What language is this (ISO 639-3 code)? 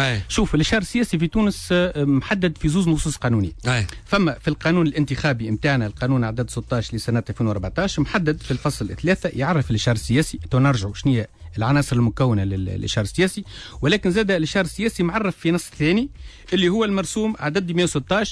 aeb